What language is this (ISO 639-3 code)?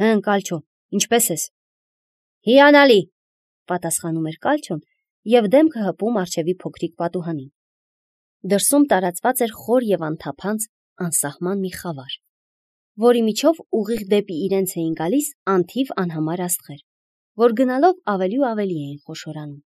hye